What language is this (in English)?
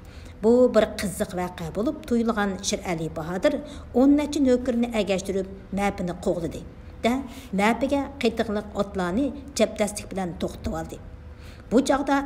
Uyghur